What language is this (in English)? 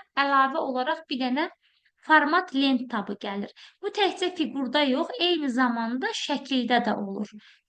Azerbaijani